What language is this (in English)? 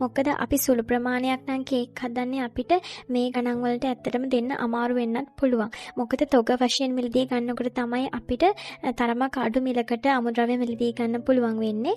Sinhala